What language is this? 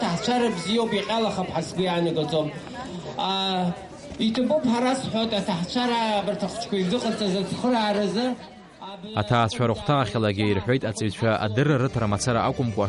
Abkhazian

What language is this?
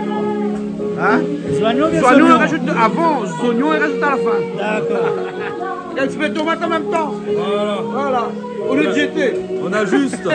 Réunion Creole French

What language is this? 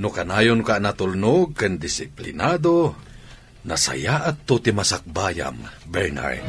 Iloko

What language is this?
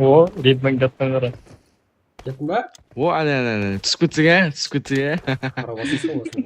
Kara-Kalpak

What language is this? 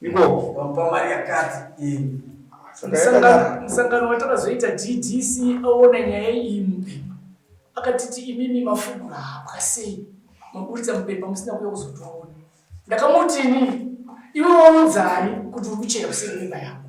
Shona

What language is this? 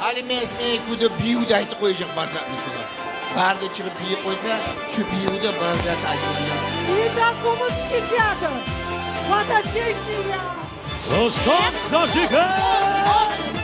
Kumyk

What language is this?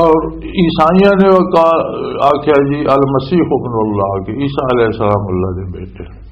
Western Panjabi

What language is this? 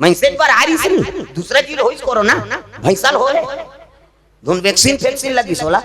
Chhattisgarhi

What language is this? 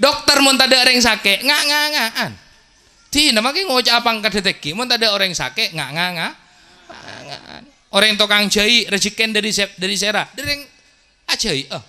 Madurese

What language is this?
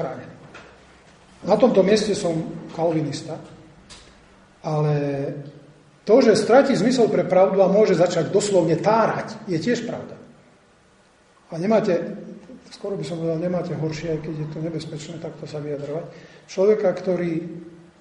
Slovak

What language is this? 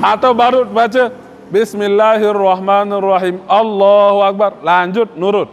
Sasak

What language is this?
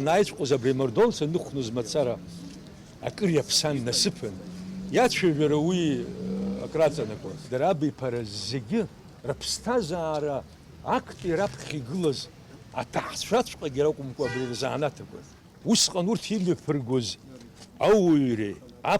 Abkhazian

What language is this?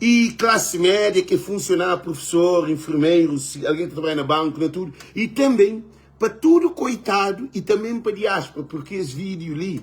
Kabuverdianu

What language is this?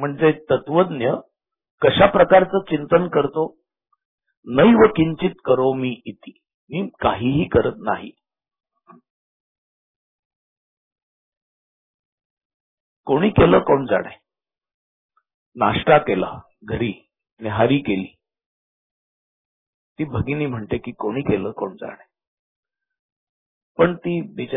Marathi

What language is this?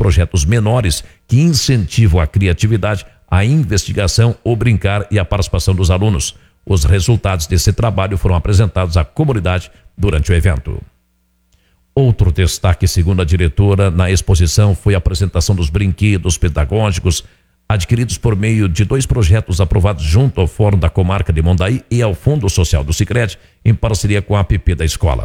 Portuguese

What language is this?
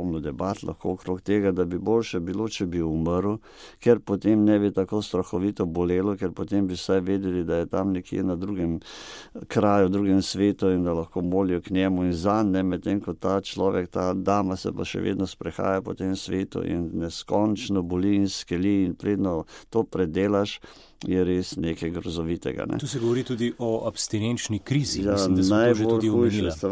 Slovenian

